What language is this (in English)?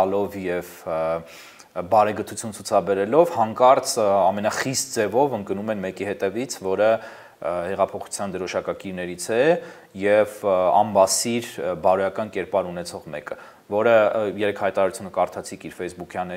Armenian